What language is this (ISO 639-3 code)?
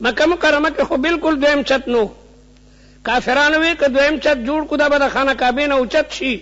pus